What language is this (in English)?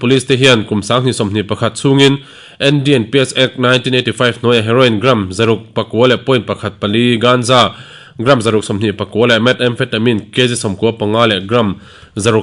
Mizo